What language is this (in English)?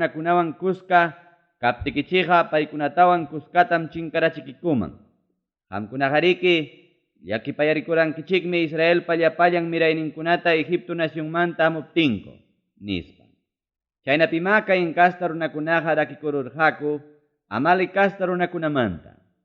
Ayacucho Quechua